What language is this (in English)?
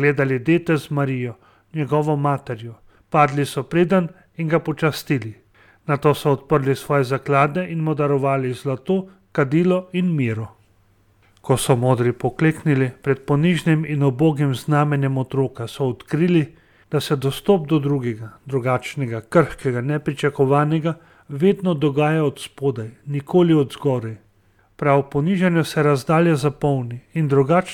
Slovenian